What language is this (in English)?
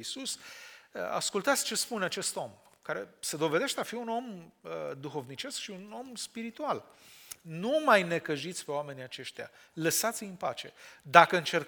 Romanian